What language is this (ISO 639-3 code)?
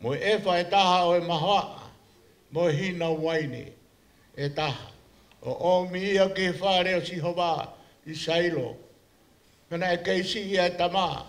ton